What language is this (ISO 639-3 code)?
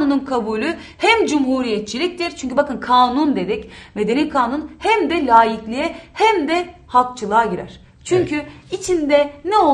tur